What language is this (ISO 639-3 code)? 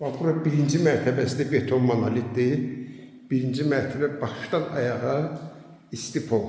aze